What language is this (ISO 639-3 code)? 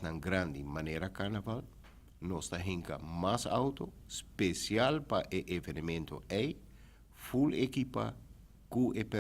pap